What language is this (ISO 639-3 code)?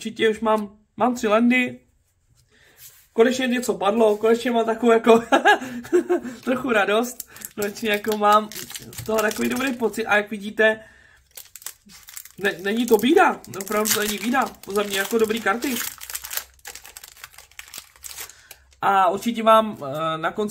ces